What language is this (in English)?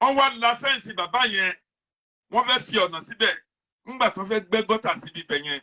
Yoruba